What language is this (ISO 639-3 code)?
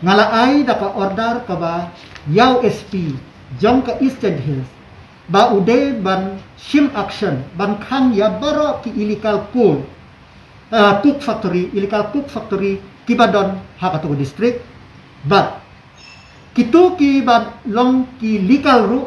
kha